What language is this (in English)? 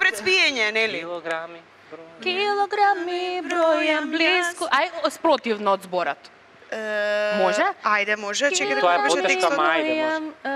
Macedonian